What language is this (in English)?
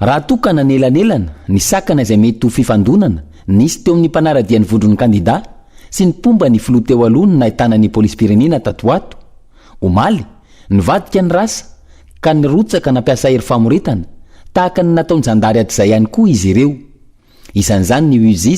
Malagasy